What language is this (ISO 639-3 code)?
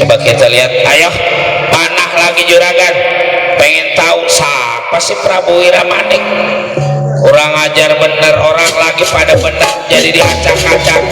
bew